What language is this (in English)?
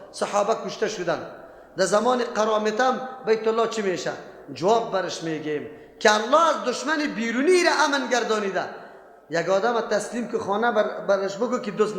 Persian